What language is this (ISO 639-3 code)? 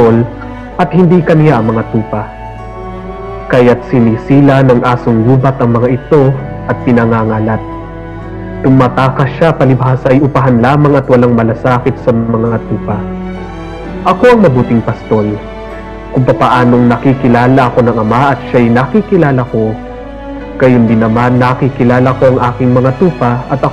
fil